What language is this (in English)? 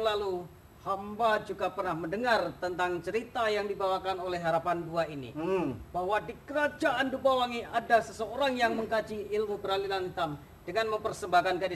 Banjar